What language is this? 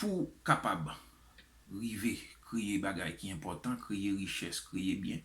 Haitian Creole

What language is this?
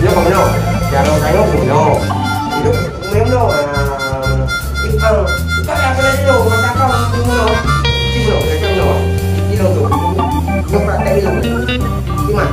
Achinese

